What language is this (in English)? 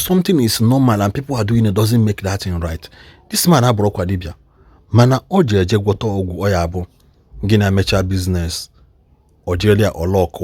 Igbo